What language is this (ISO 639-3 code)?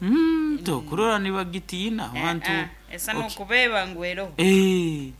nyo